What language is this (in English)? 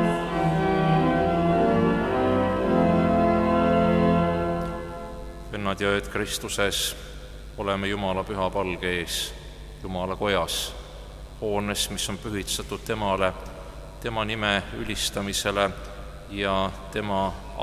Estonian